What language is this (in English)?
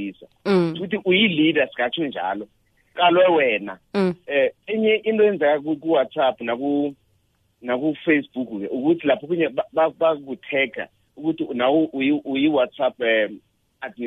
South Ndebele